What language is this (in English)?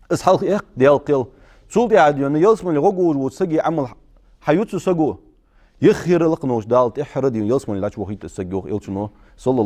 Ingush